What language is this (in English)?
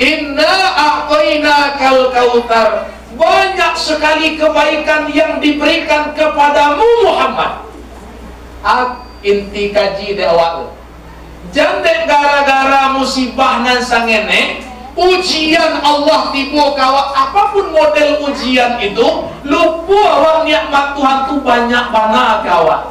Minangkabau